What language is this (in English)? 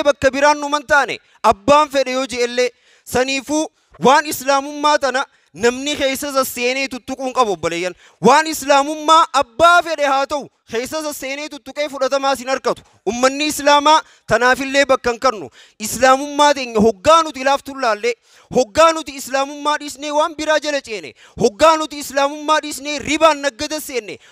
Oromo